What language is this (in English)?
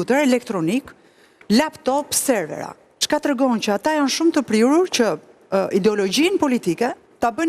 Albanian